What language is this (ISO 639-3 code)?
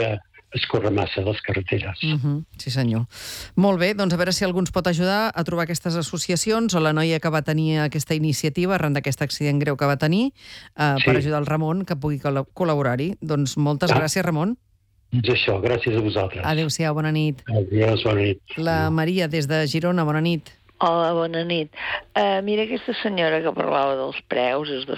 cat